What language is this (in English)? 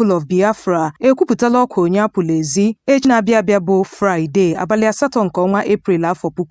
Igbo